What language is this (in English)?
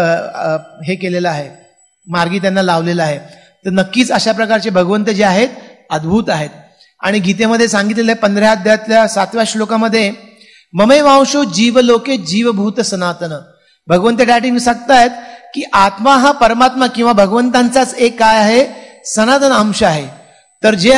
Marathi